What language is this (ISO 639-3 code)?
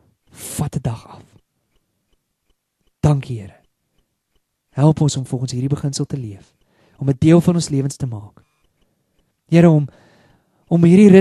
afr